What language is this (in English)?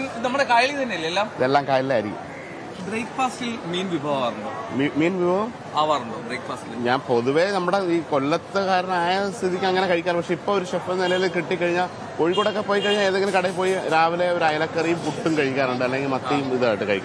Malayalam